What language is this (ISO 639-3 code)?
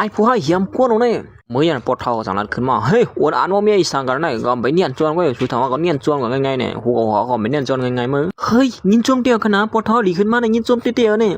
shn